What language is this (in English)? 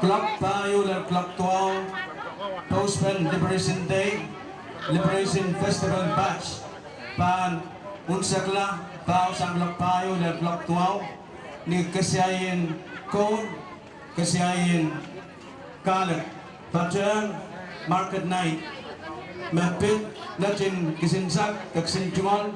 Pohnpeian